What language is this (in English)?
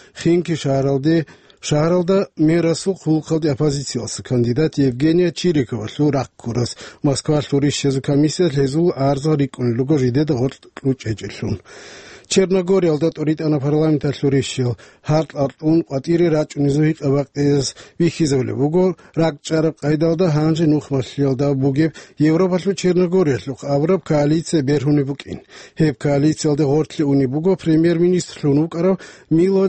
Avaric